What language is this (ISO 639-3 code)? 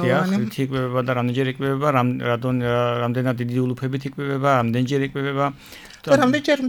kat